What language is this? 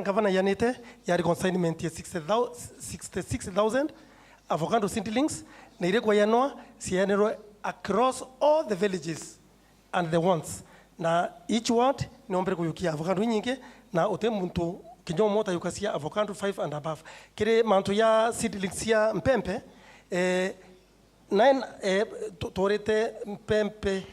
Meru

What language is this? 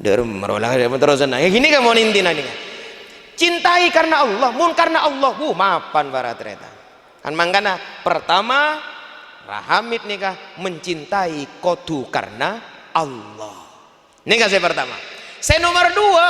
Madurese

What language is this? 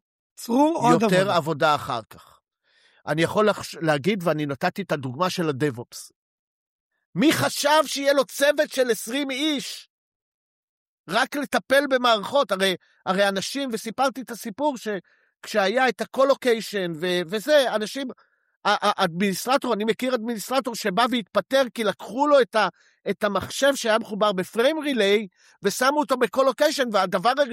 Hebrew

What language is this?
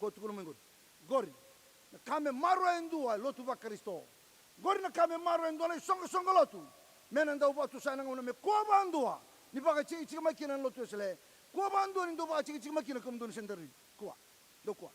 Fijian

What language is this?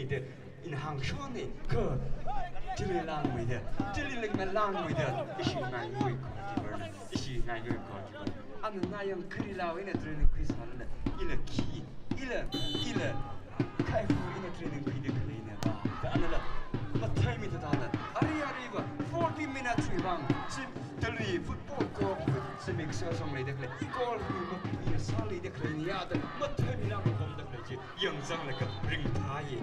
Tangkhul Naga (India)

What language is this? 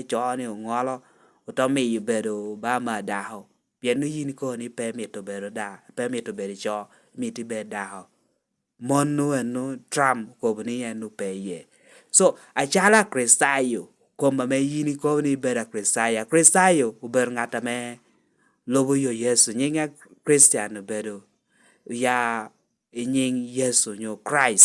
Lango (Uganda)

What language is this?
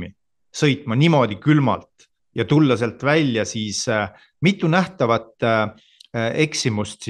Estonian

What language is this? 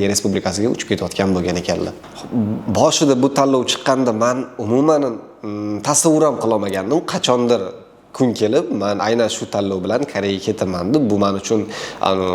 Uzbek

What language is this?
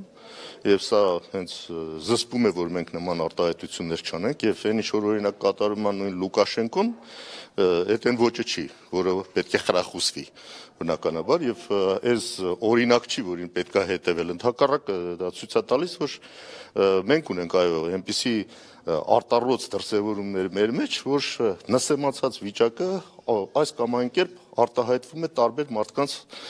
Armenian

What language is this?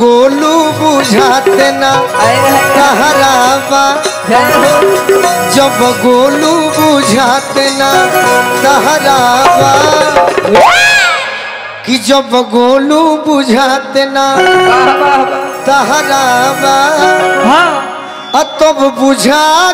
Bhojpuri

